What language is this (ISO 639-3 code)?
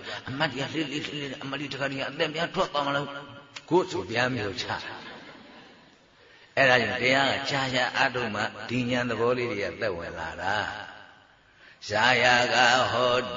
mya